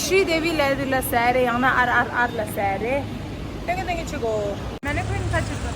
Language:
Tibetan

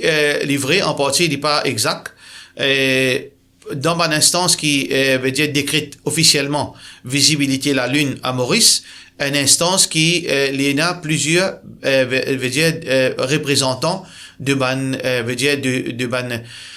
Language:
Morisyen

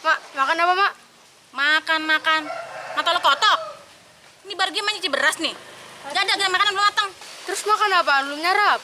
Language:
Betawi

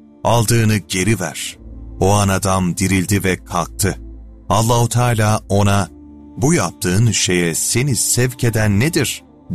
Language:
Turkish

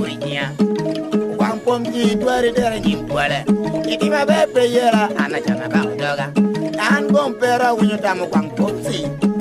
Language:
Lango (Uganda)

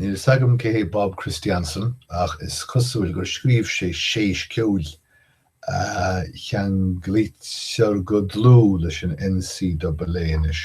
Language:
Irish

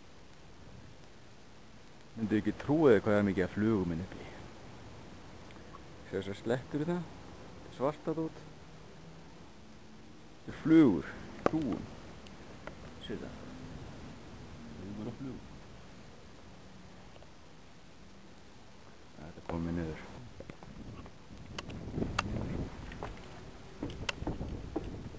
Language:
Icelandic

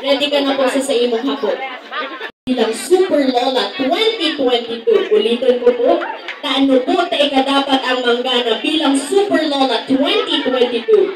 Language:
Bikol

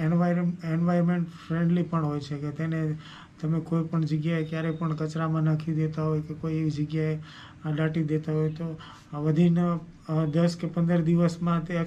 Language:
Gujarati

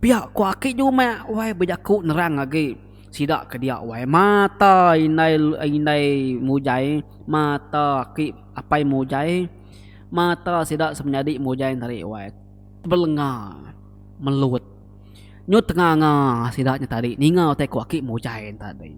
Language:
Iban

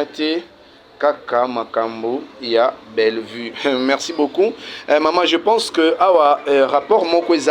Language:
Lingala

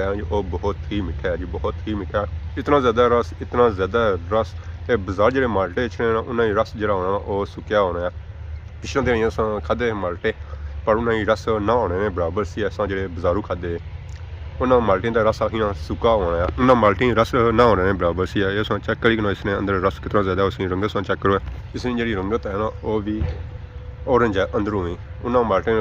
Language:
Pahari-Potwari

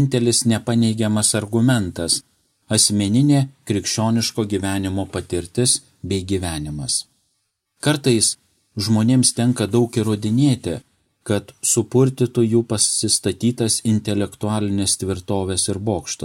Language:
Lithuanian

